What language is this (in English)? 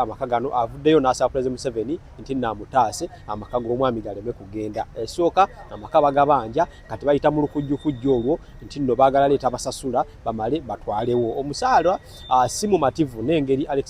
Ganda